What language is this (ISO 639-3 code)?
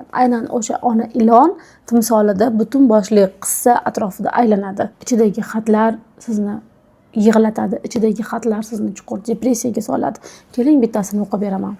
uzb